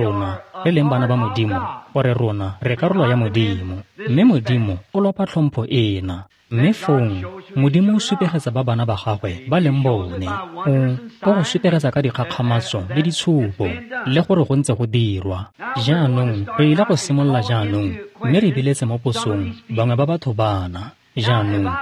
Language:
Tswana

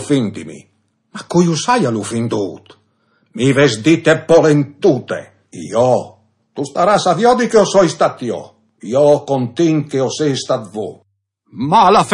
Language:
Friulian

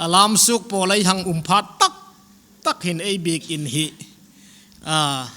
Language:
Hmar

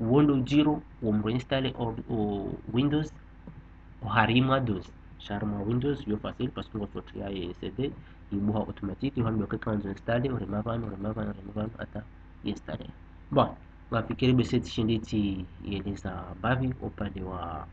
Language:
Ngazidja Comorian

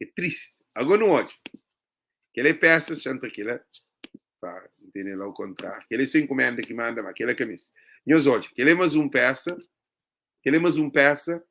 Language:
Kabuverdianu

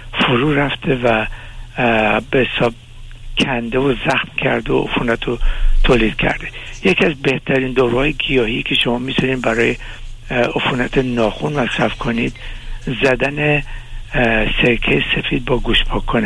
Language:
Persian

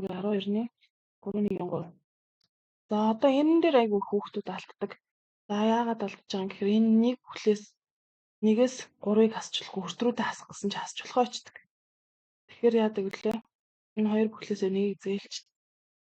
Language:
Mongolian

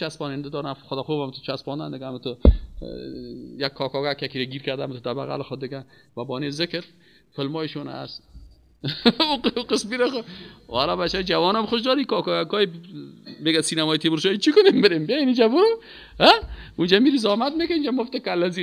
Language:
Persian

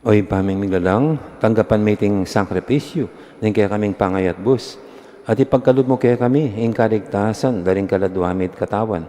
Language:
Pampanga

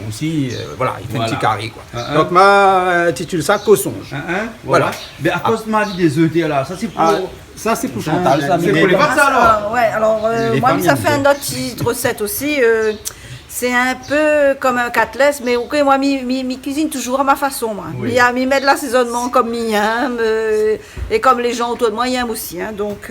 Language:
Réunion Creole French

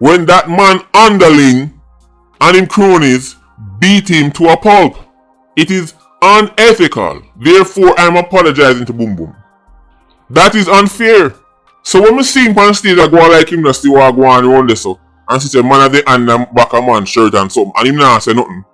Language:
Jamaican Creole English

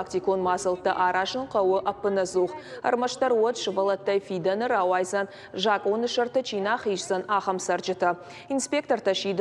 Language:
Ossetic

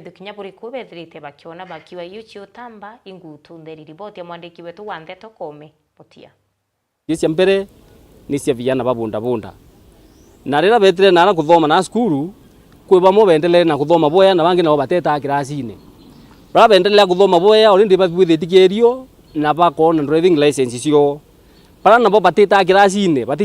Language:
Meru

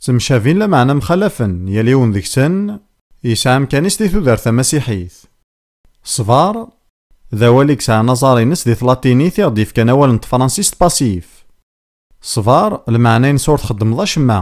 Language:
Kabyle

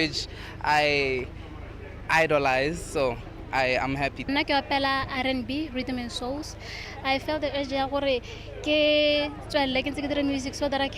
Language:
Tswana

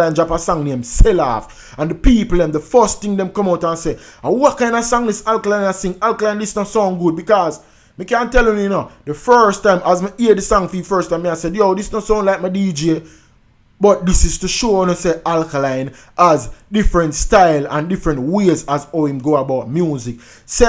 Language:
Jamaican Creole English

